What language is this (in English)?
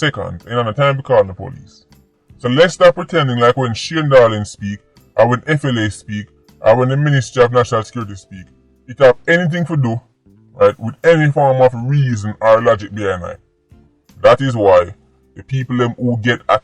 Jamaican Creole English